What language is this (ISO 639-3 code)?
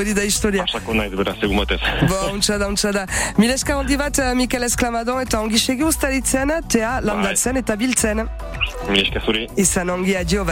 eus